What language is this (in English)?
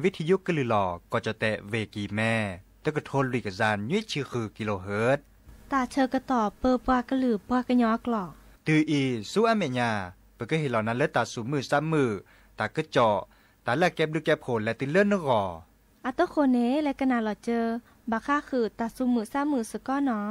S'gaw Karen